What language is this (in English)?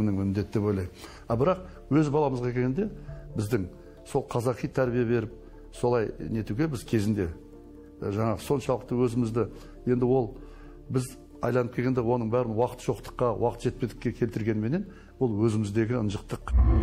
Kazakh